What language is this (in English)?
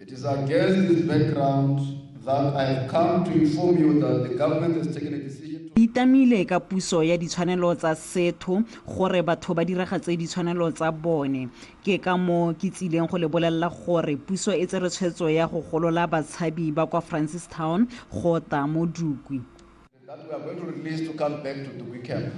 Tswana